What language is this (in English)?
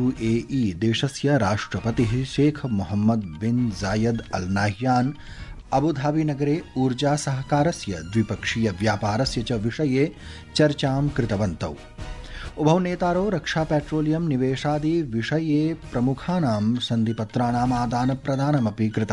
Sanskrit